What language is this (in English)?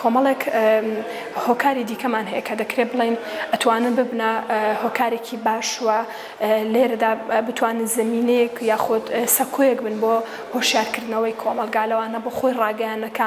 Central Kurdish